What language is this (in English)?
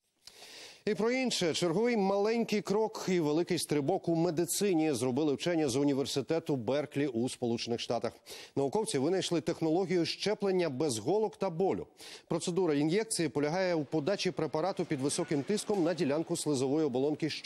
Ukrainian